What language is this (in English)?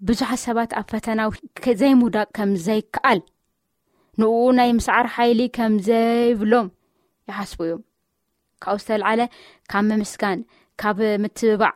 Tigrinya